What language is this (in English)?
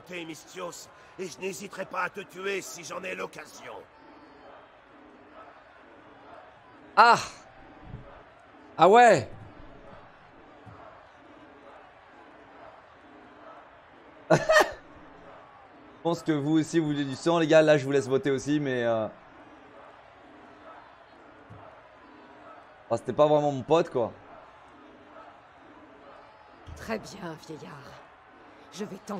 French